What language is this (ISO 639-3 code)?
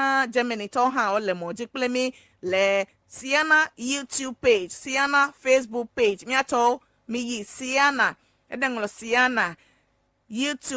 ewe